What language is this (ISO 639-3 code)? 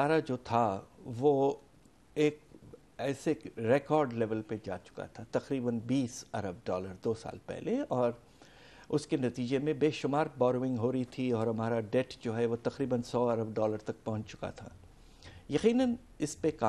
urd